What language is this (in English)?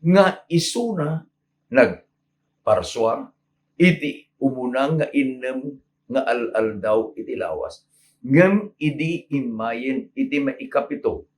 Iloko